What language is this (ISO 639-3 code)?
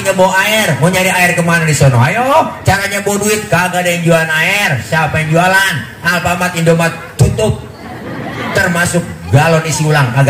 bew